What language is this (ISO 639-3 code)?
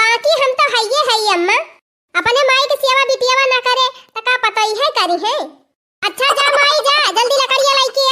awa